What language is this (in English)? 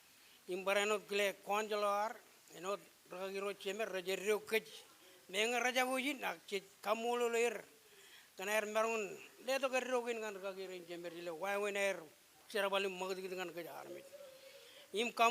Marshallese